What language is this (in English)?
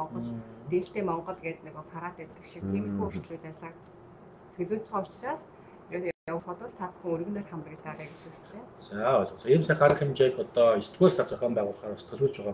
Mongolian